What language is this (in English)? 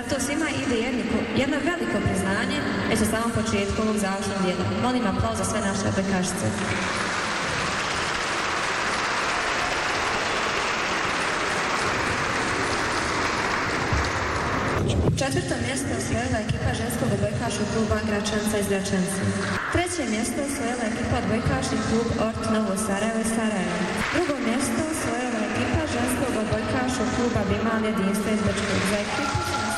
Bosnian